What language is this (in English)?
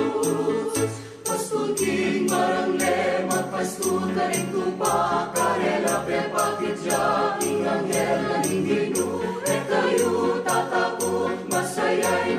Pampanga